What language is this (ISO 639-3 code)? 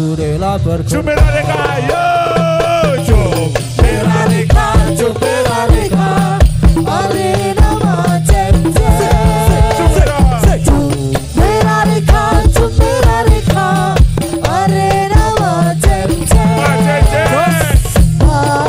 ind